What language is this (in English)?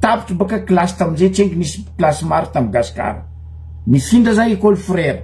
Malagasy